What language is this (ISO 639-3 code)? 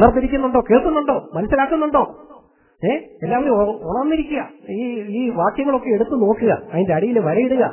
mal